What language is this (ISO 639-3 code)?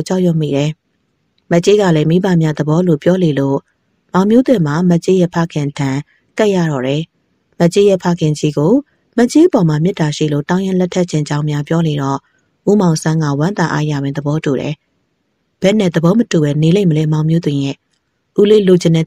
mya